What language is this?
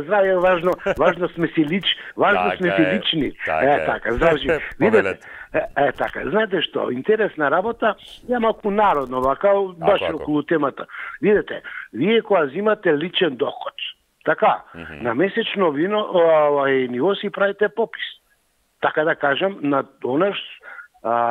Macedonian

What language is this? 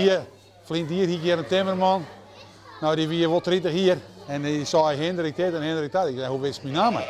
Western Frisian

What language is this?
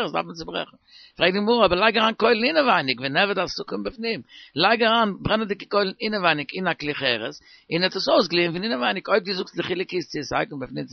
Yiddish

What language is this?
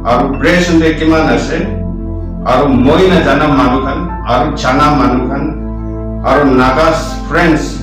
Naga Pidgin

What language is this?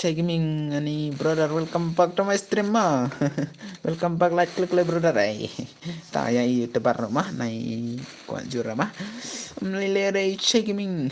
Khasi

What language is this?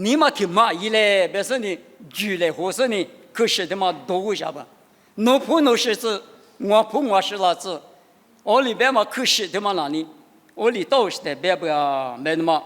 Lisu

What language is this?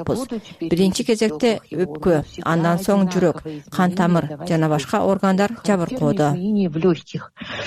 Kyrgyz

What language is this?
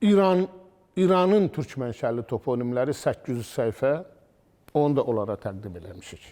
Azerbaijani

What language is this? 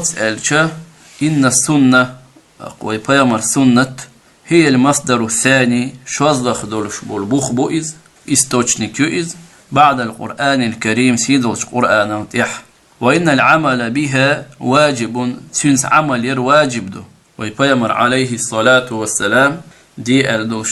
Chechen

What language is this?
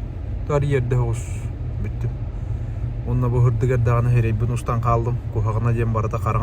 Yakut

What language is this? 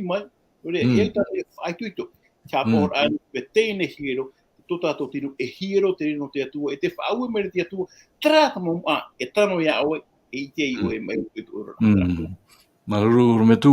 Tahitian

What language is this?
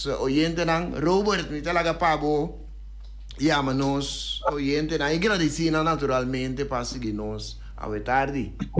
Papiamento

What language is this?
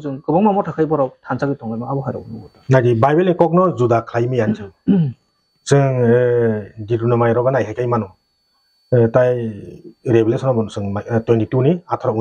Kok Borok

